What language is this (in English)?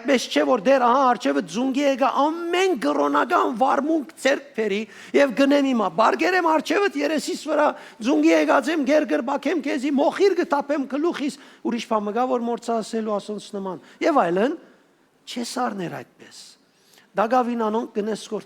Western Armenian